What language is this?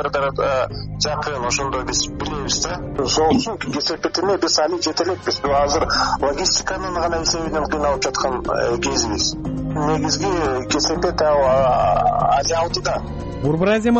Kyrgyz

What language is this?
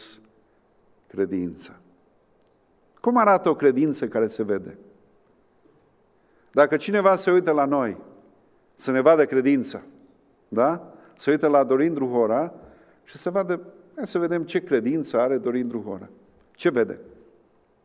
Romanian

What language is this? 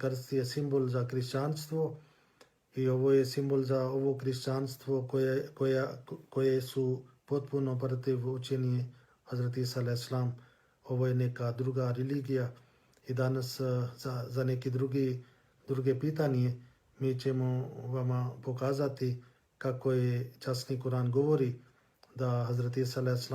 Bosnian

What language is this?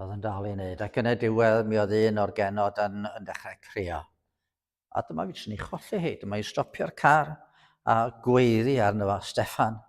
Welsh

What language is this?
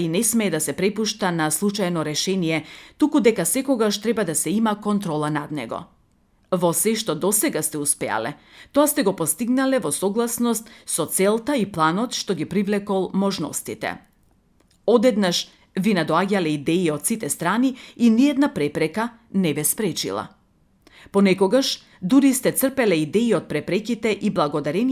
Macedonian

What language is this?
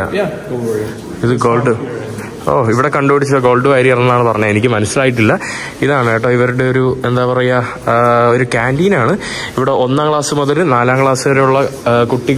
Malayalam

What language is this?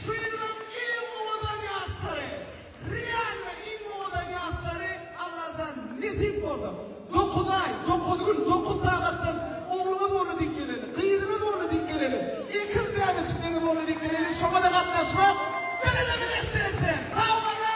Turkmen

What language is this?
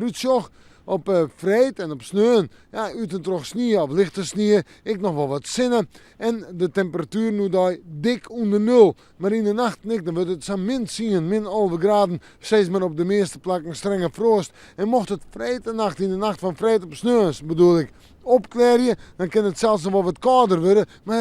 Western Frisian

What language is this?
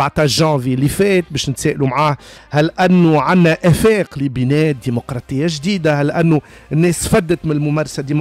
Tunisian Arabic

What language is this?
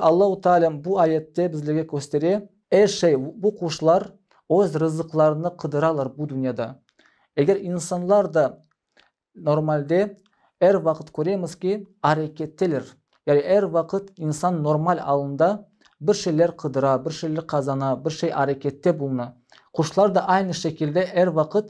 Crimean Tatar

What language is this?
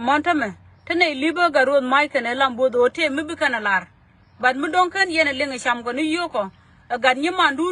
Nuer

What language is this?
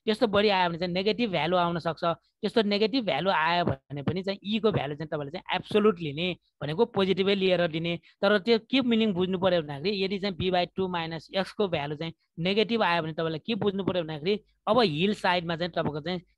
Nepali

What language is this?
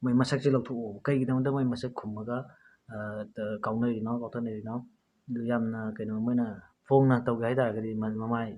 Manipuri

